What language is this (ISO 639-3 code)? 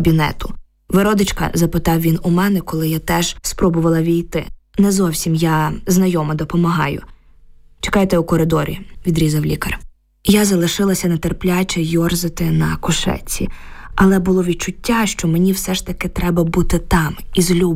ukr